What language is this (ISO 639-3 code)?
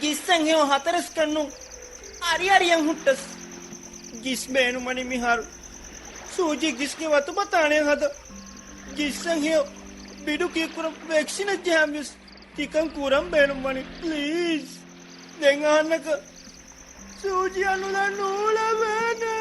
div